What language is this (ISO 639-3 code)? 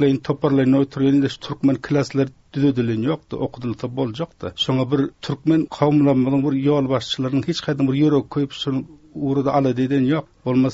tuk